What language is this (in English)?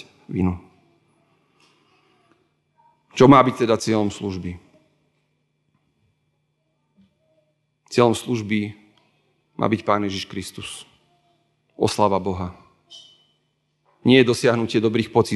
Slovak